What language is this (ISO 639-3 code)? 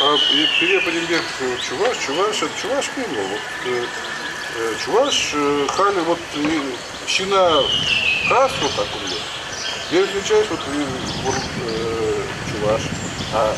chv